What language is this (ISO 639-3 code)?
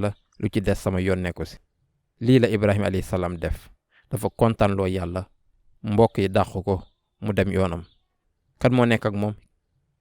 wol